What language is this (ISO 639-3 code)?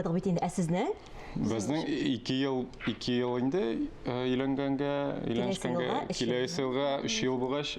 tat